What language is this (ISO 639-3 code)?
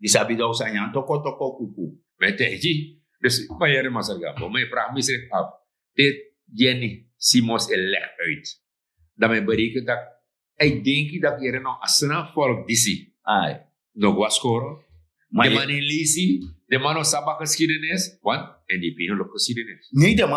srn